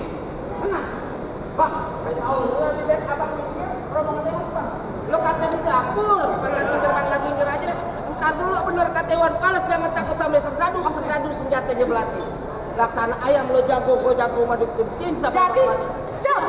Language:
Betawi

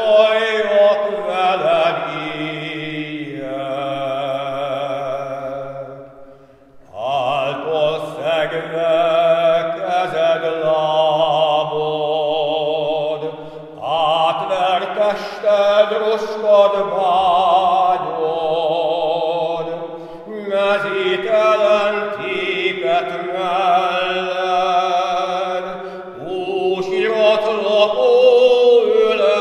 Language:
Hungarian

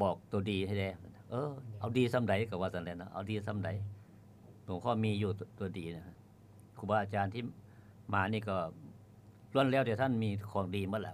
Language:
Lao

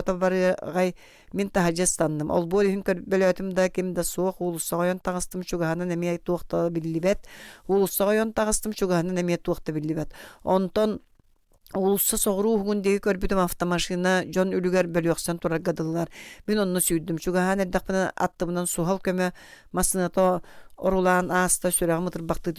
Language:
Yakut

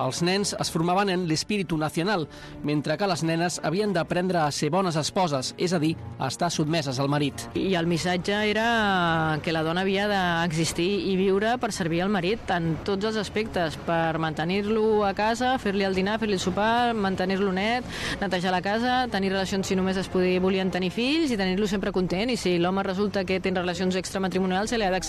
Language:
Catalan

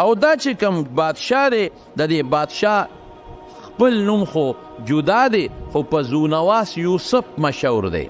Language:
Pashto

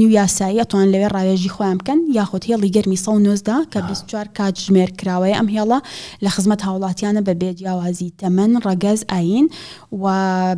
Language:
Central Kurdish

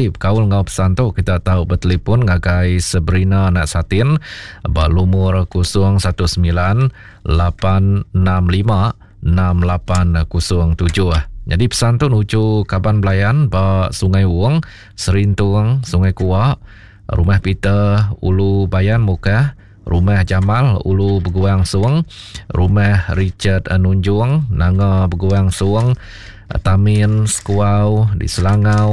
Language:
Iban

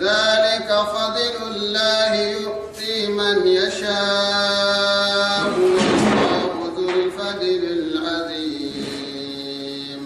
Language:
Gourmanchéma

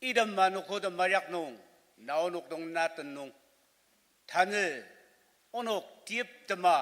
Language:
Ao Naga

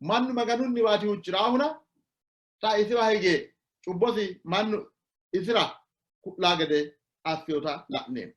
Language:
Sidamo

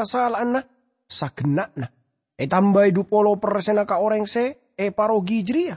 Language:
Madurese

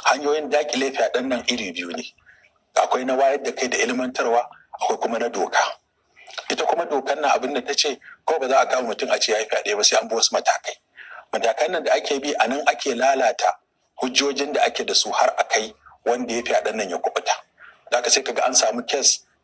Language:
Hausa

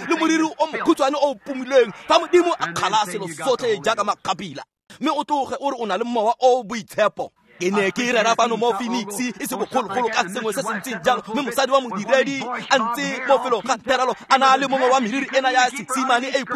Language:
Tswana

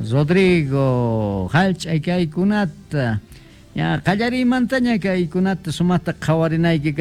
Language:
Quechua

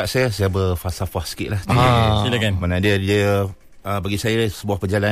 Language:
Malay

